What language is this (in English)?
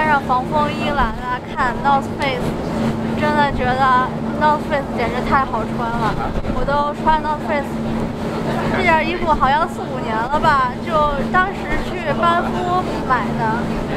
Chinese